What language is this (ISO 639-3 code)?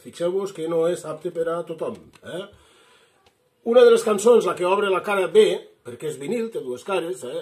cat